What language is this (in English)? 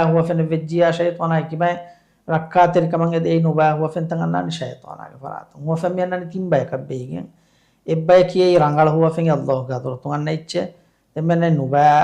Divehi